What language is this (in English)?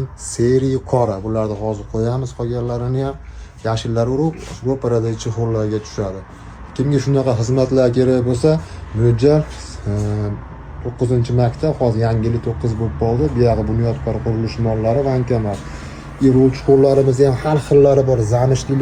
Uzbek